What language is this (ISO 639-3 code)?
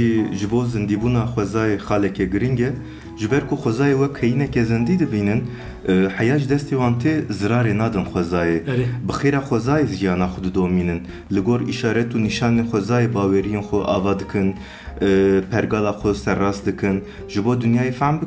kur